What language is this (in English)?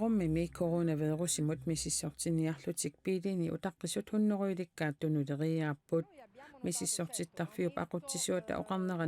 Kalaallisut